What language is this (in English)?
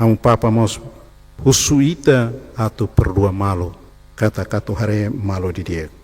Tetum